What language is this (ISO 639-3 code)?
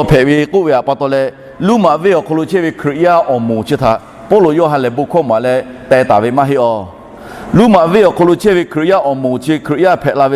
lhu